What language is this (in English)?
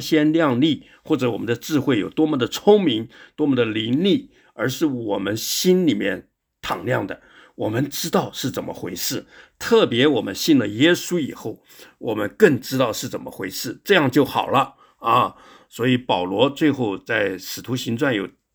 Chinese